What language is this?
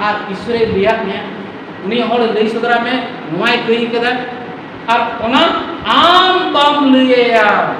Santali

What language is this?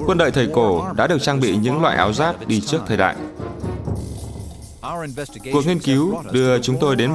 Vietnamese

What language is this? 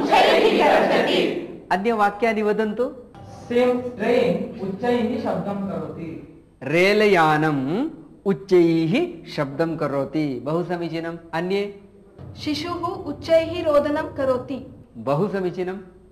Sanskrit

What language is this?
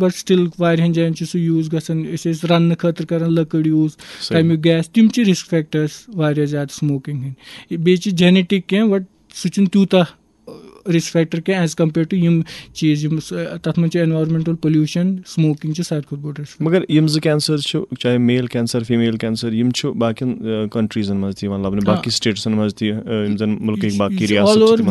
Kashmiri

